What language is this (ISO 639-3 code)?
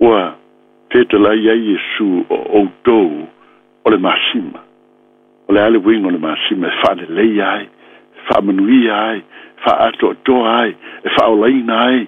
smo